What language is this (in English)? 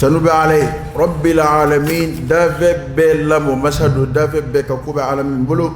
Dyula